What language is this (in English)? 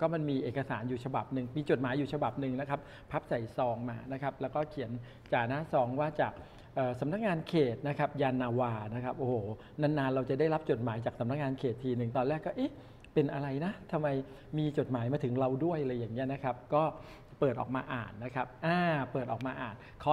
Thai